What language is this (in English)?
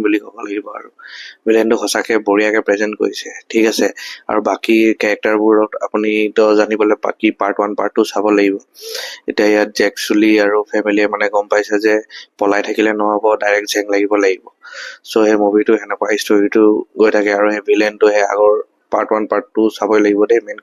Assamese